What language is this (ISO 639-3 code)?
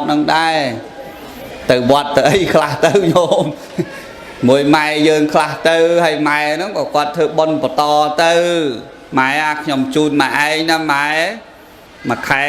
khm